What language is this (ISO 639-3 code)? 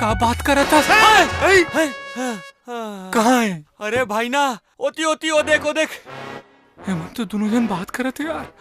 hne